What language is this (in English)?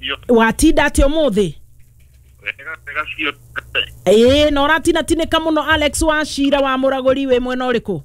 Kikuyu